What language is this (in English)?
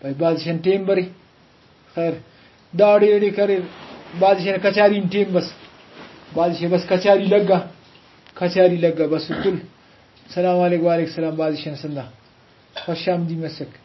Brahui